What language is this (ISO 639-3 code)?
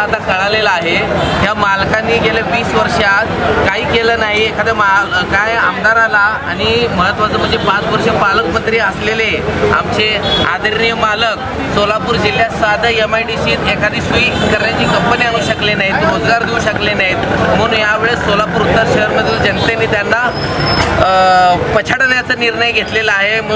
mar